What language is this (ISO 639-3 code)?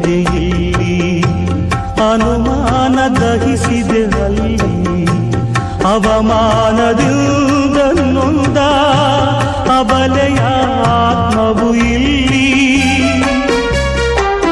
kan